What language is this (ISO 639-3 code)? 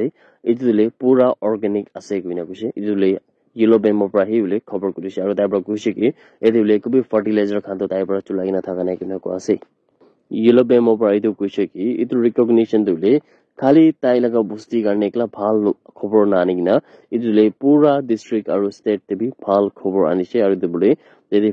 nag